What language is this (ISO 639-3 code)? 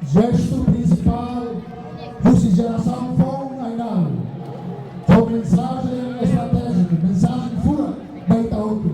tet